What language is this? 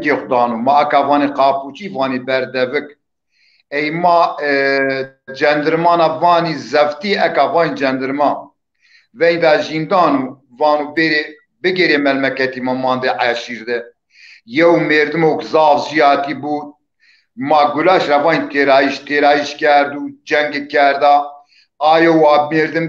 Zaza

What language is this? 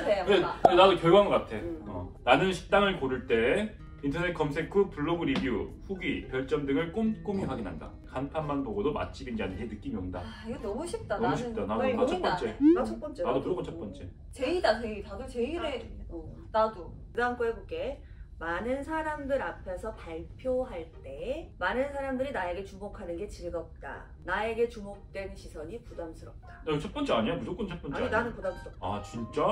Korean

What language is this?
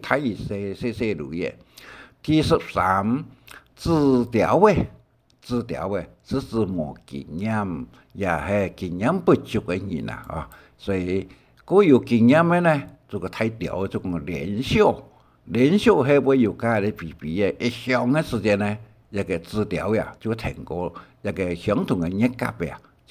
Hakka Chinese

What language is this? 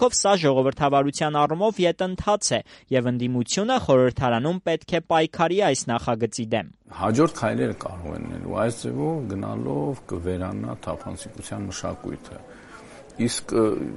Armenian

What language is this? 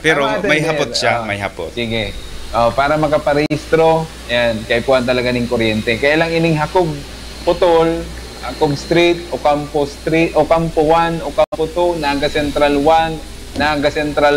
Bikol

